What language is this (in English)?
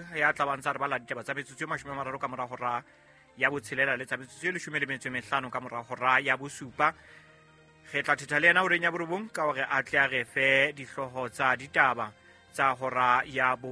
Southern Sotho